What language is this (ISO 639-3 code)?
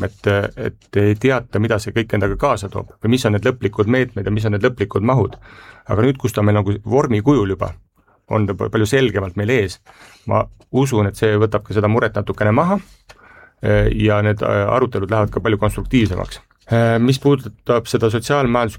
est